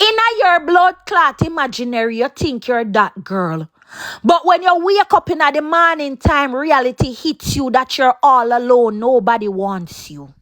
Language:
Jamaican Creole English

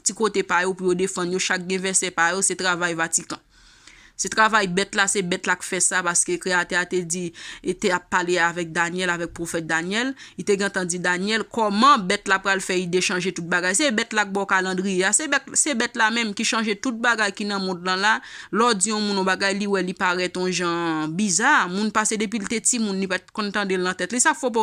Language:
Haitian Creole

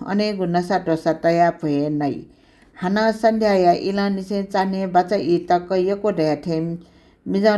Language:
Newari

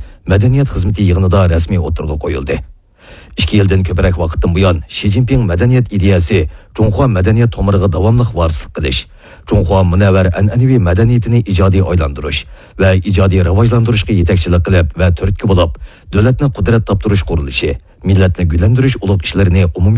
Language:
Uyghur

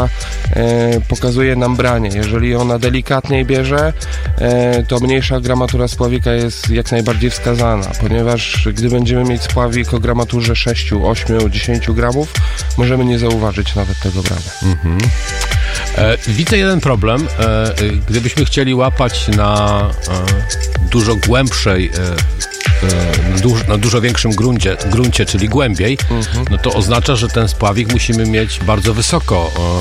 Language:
Polish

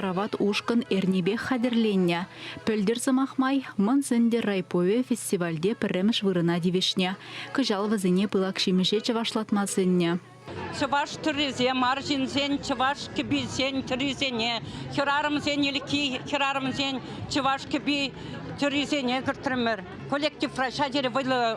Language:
Chuvash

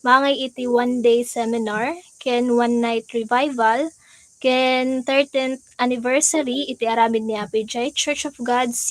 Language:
Iloko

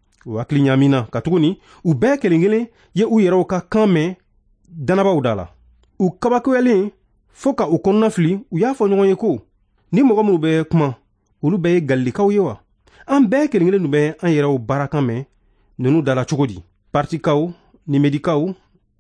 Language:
Bambara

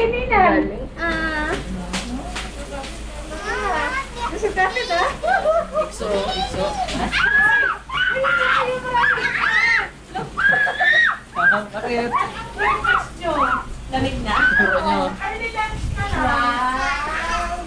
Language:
Filipino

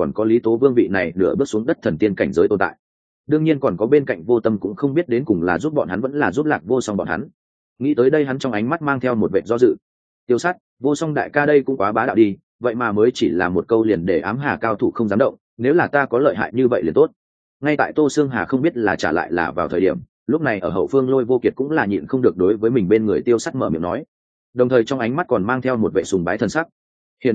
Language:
Vietnamese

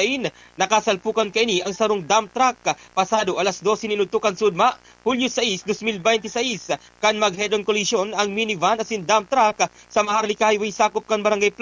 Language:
Bikol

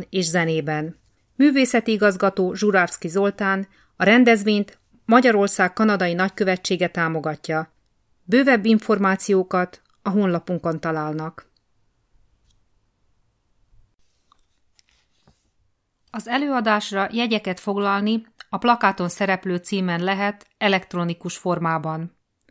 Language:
Hungarian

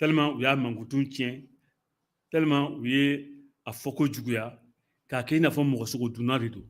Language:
Bambara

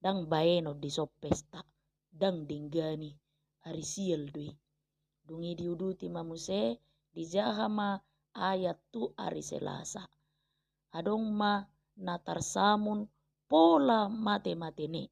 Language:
Batak Toba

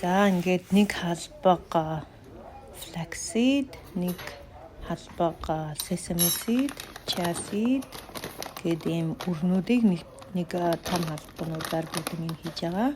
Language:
Mongolian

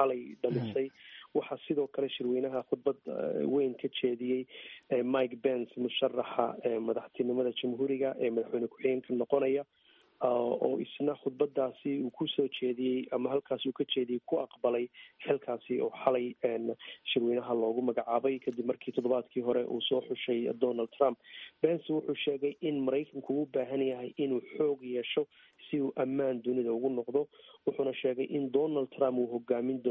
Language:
Somali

